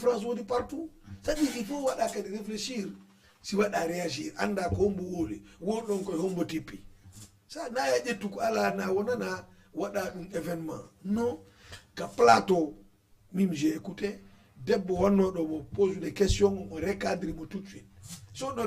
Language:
Fula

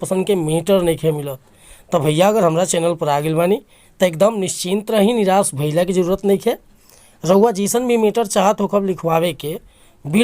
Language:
Bhojpuri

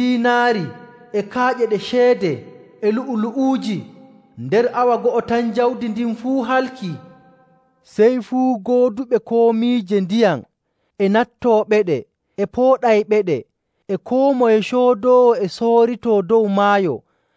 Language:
Nigerian Fulfulde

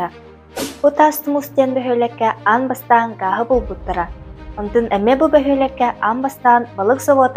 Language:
Yakut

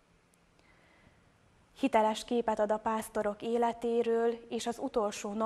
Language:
Hungarian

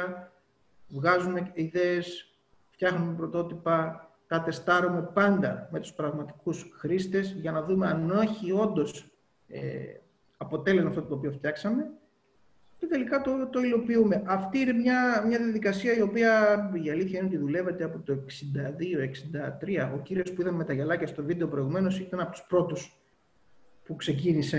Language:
Greek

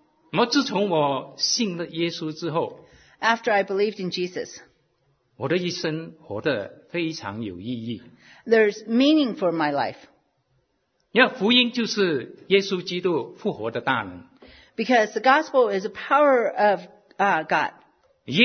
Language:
Chinese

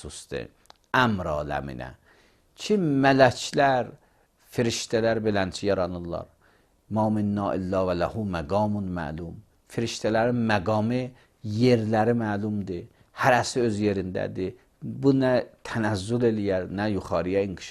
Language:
Azerbaijani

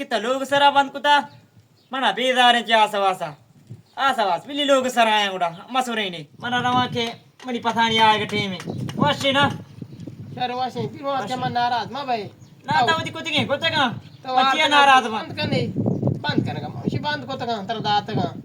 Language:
Baluchi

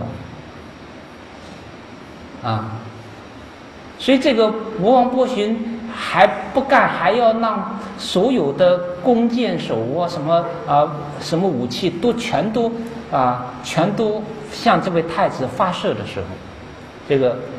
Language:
Chinese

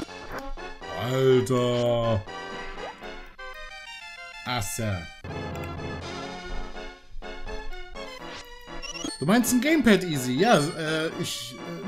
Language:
German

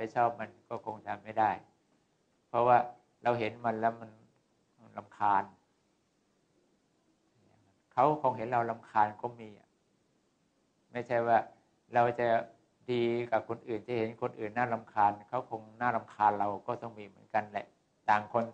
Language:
Thai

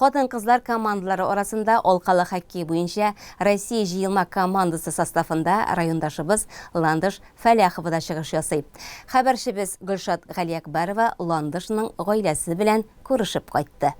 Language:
Tatar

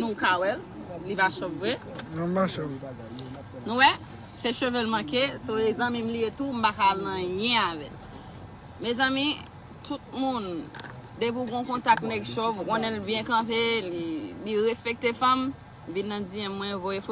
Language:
Haitian Creole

